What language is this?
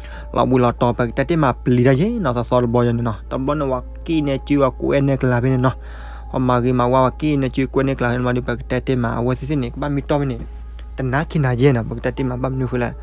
S'gaw Karen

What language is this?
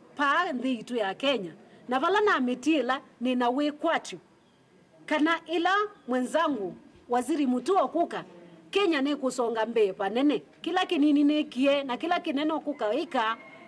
Kamba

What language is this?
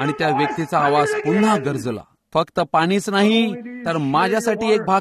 Marathi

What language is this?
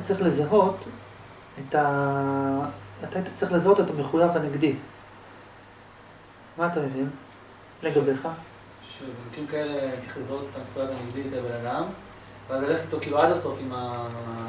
Hebrew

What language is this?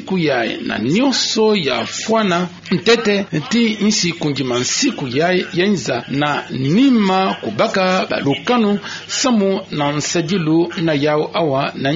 Kituba (Democratic Republic of Congo)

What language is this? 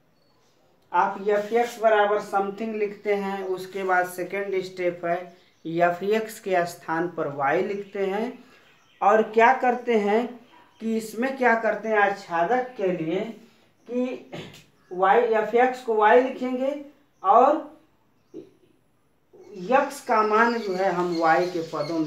Hindi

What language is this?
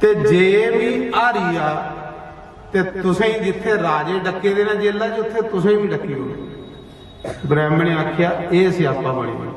Dogri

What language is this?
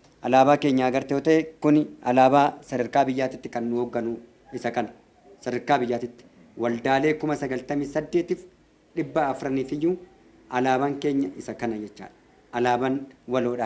Oromo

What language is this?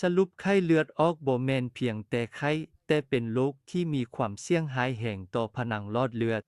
Lao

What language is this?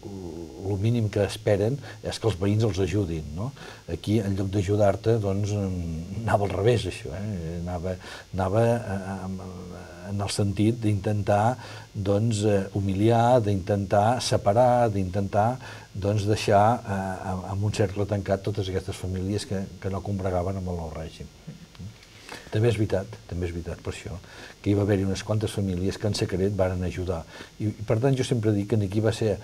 Catalan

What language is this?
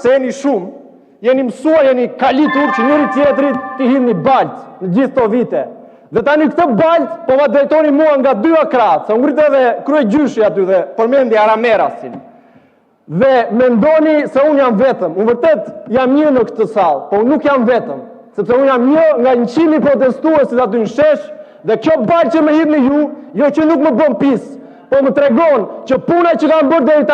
Albanian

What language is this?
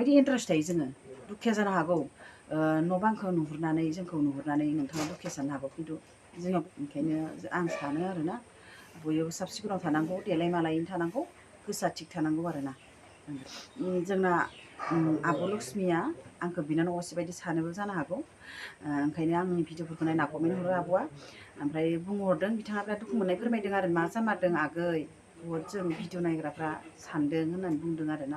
Bodo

